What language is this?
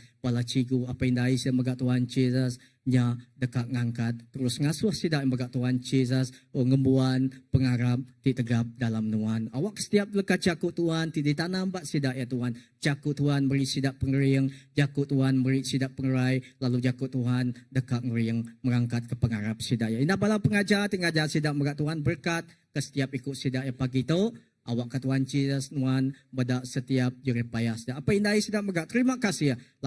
Iban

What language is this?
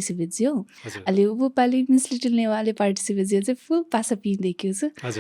Newari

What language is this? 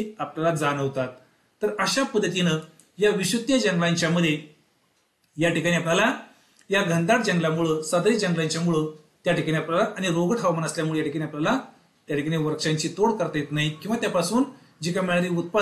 Marathi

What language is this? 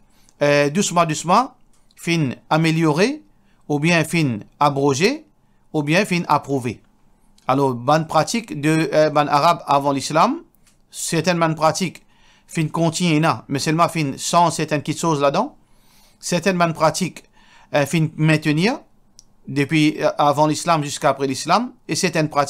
Morisyen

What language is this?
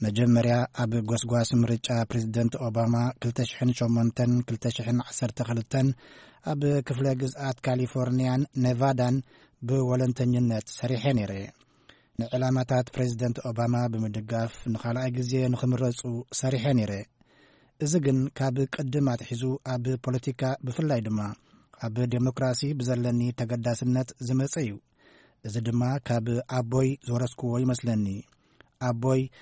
Tigrinya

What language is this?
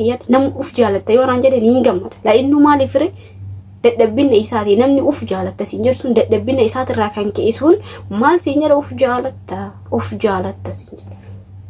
Oromo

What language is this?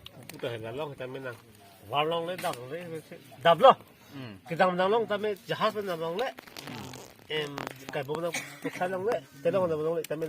Karbi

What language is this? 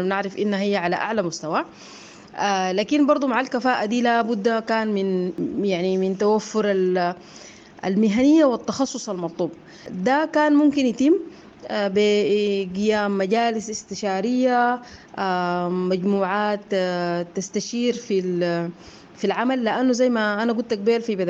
Sudanese Arabic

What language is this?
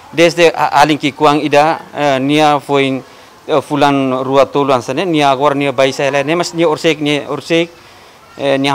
Tetum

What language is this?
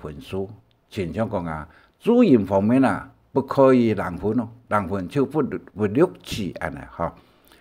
Hakka Chinese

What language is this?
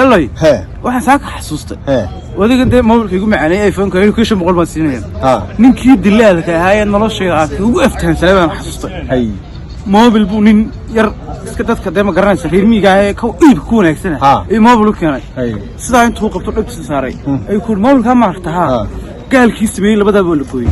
Somali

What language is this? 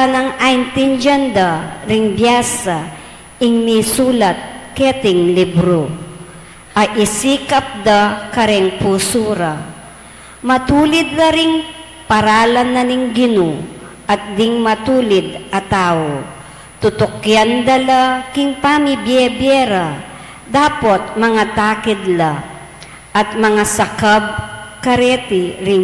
Pampanga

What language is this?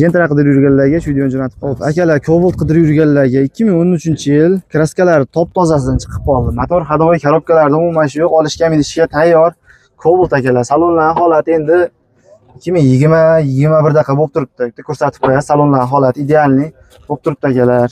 Uzbek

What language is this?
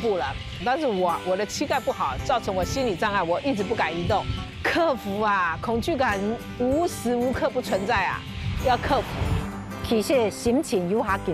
Chinese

